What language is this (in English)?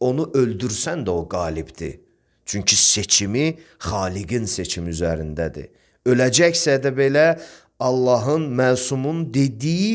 Azerbaijani